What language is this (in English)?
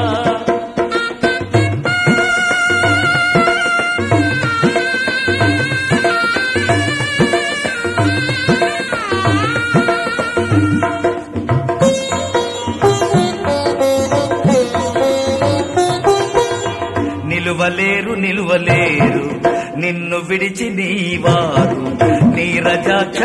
Telugu